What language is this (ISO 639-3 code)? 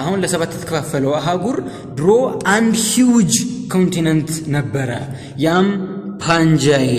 amh